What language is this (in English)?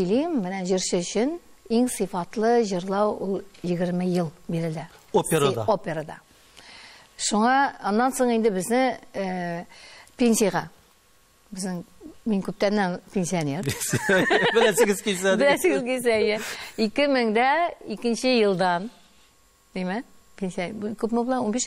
Tatar